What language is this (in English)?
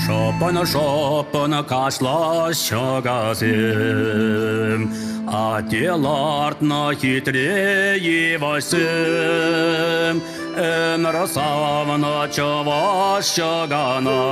Chuvash